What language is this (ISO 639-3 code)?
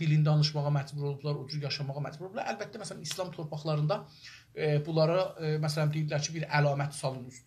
azb